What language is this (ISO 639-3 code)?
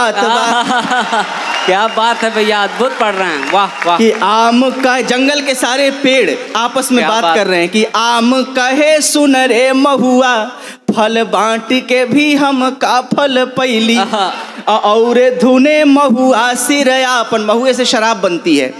bho